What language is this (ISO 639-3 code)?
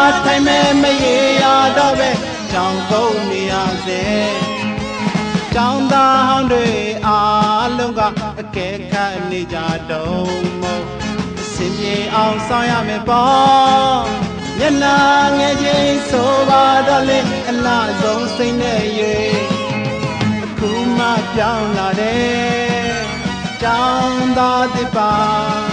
mya